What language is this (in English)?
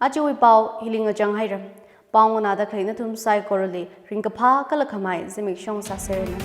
Tangkhul Naga (India)